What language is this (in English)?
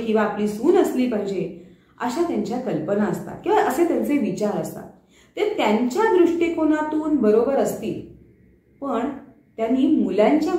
Marathi